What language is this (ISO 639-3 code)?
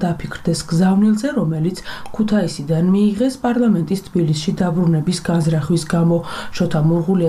kat